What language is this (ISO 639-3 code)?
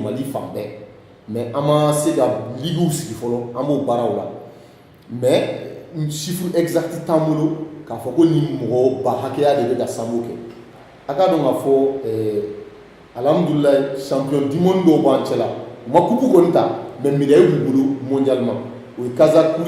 bam